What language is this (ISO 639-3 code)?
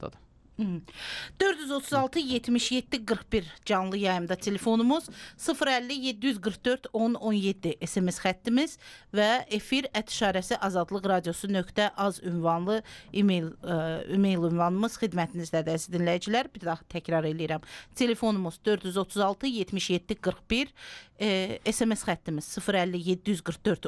aze